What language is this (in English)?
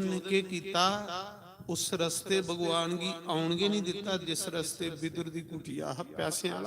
Dogri